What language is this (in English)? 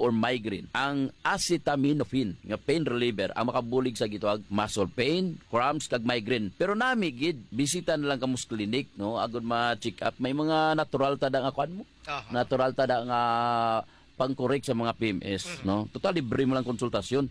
Hiligaynon